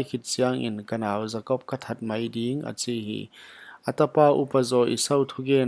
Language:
Paite Chin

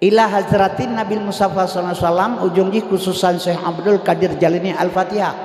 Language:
Achinese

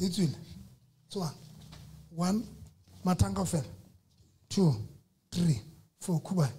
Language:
Southern Sotho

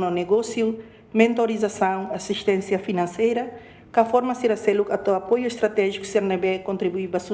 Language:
Tetum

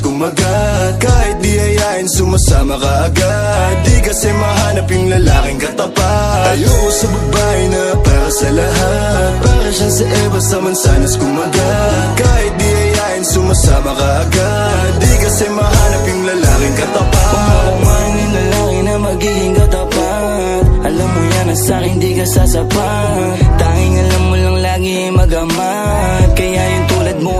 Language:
Filipino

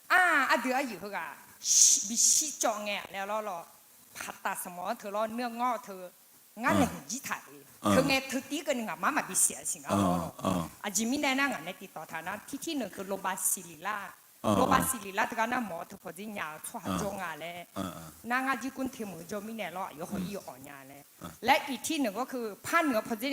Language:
Akha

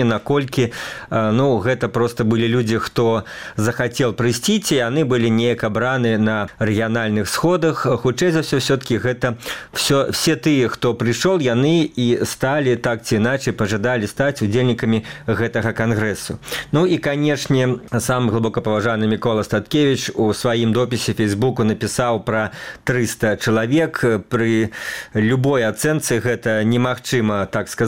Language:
Belarusian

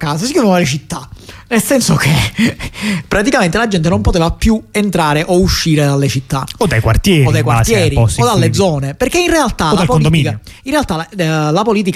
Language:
Italian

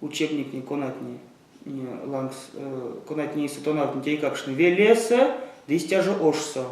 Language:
Erzya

